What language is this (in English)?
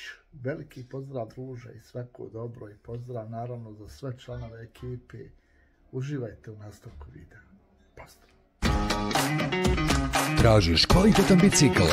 Bosnian